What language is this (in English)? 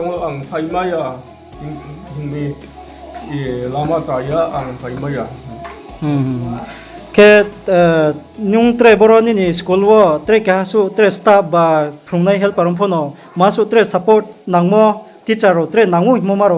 Riang (India)